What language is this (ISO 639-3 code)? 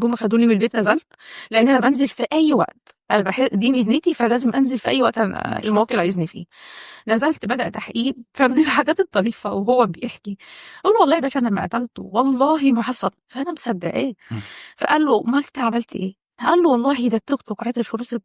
arz